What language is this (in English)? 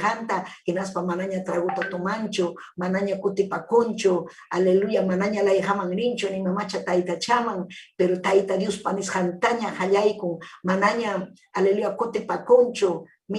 Ayacucho Quechua